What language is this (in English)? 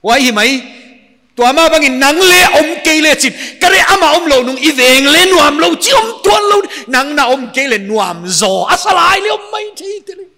Paite Chin